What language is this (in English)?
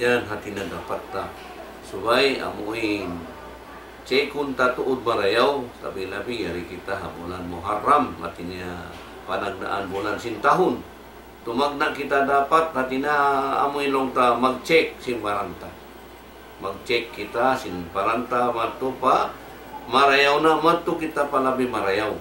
Tausug